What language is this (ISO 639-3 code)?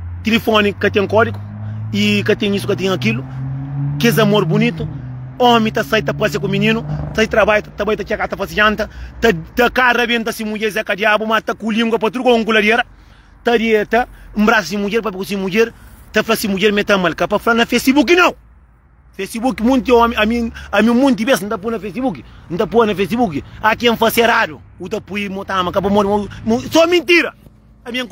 kea